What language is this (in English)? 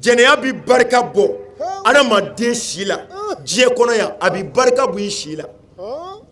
Bambara